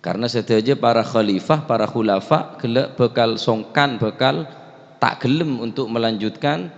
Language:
Madurese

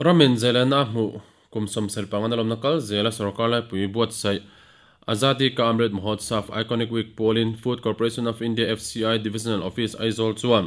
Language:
Mizo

